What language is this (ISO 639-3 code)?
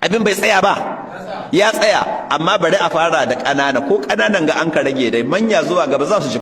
hau